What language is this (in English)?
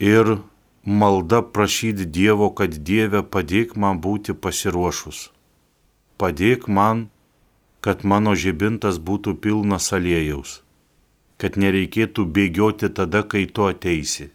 Lithuanian